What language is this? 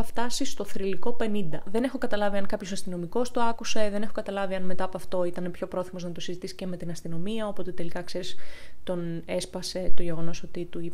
Greek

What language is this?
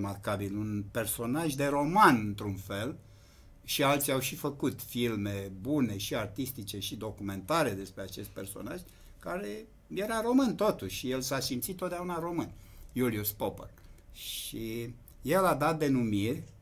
Romanian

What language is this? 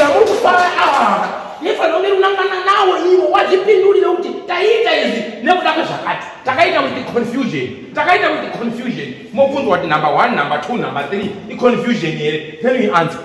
Shona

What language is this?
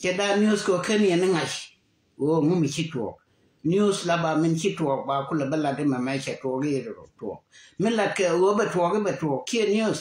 Nuer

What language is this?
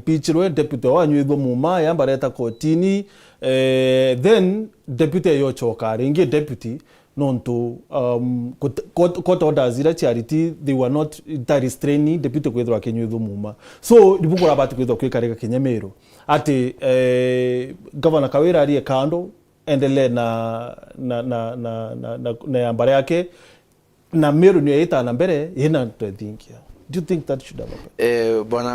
Meru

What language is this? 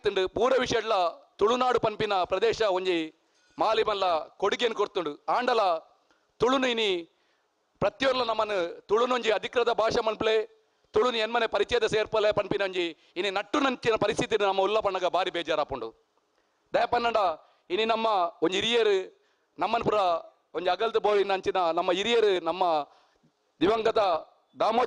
Tulu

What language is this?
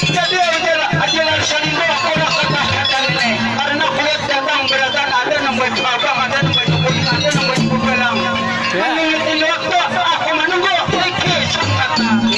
Banjar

